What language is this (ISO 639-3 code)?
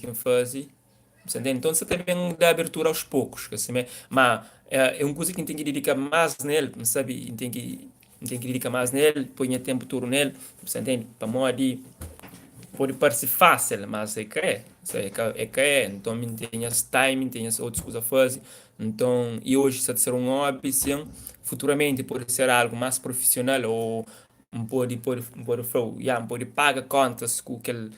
kea